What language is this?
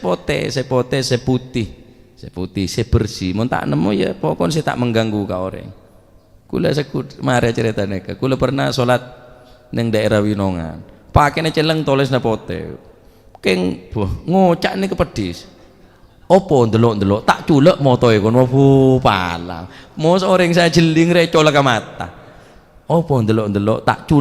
Madurese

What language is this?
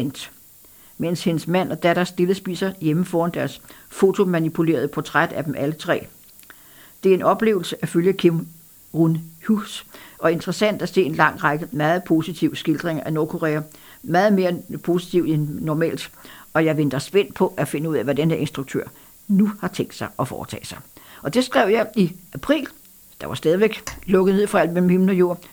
Danish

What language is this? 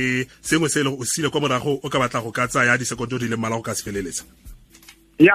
Tswana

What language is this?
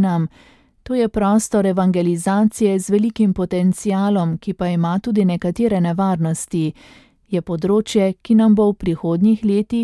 Slovenian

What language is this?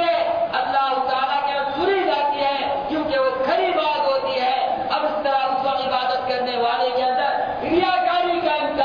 Urdu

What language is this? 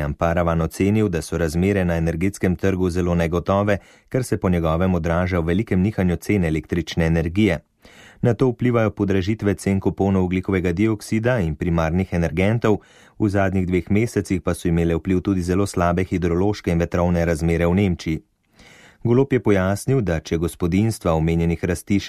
Slovenian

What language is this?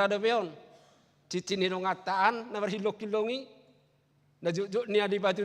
Batak Toba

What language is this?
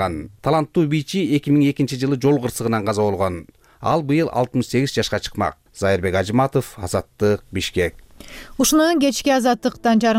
Kyrgyz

